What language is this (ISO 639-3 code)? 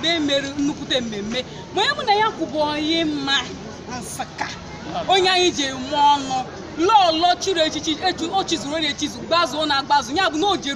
ibo